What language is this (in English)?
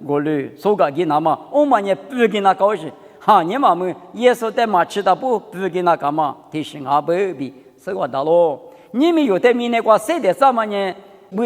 Lisu